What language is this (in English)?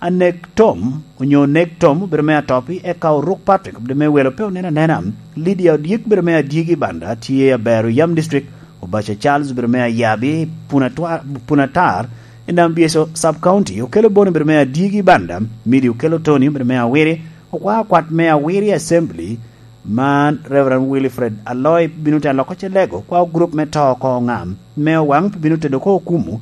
Lango (Uganda)